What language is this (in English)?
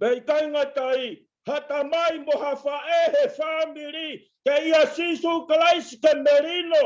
Tongan